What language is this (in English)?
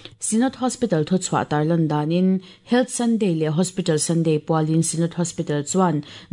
Mizo